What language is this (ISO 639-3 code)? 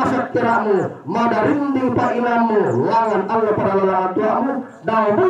sda